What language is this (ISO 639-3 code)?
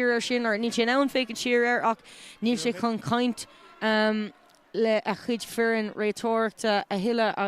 gle